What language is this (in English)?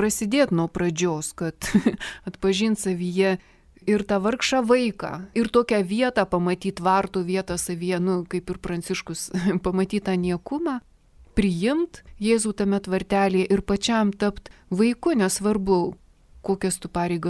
Lithuanian